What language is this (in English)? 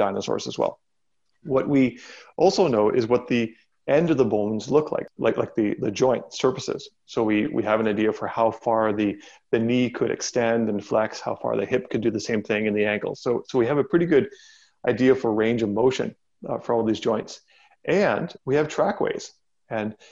English